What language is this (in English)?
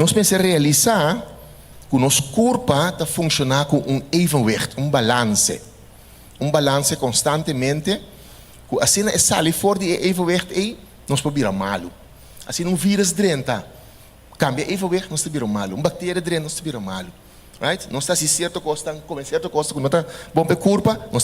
Papiamento